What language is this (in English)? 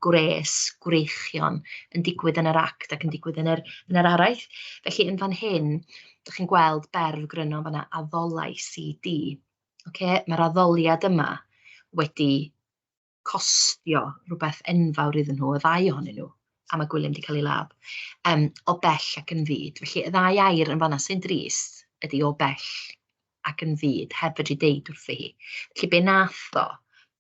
Welsh